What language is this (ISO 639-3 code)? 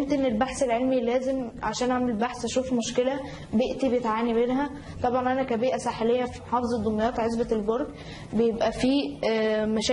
arz